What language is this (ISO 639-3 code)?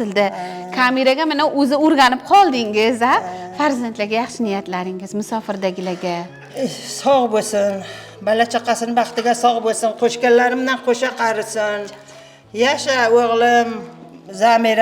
uzb